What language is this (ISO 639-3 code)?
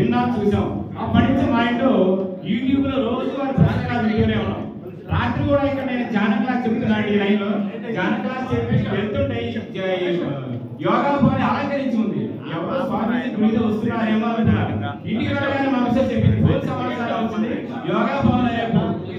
tel